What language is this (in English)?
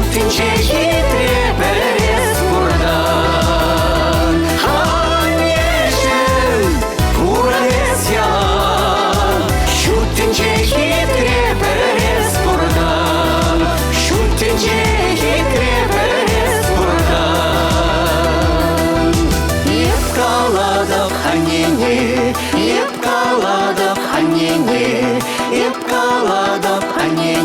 Chuvash